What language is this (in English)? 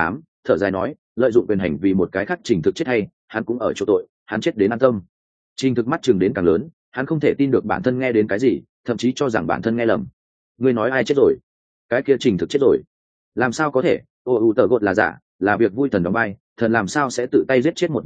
Vietnamese